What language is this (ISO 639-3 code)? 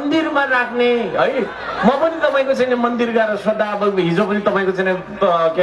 nep